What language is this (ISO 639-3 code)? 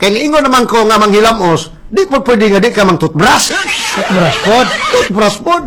ceb